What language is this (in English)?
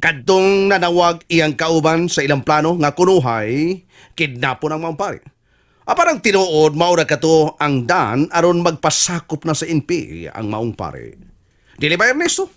Cebuano